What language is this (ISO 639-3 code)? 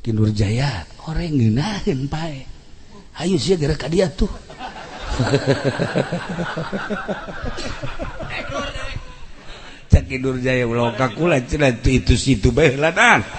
sun